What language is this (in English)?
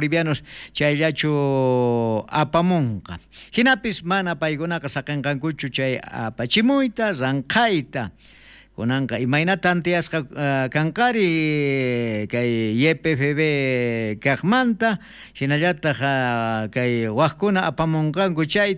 South Bolivian Quechua